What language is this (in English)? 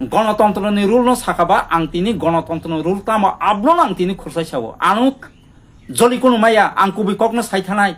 Kok Borok